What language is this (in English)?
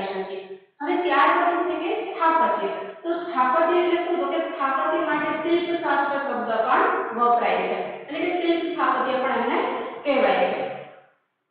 Gujarati